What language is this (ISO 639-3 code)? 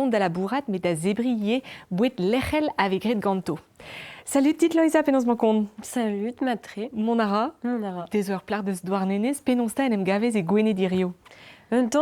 bre